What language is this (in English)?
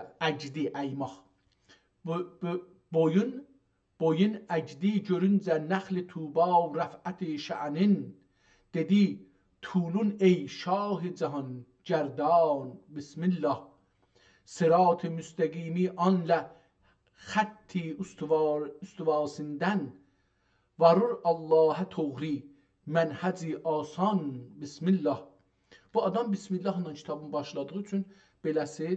South Azerbaijani